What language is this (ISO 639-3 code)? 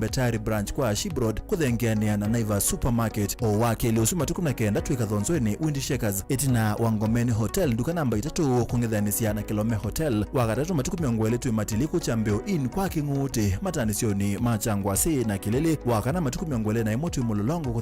kam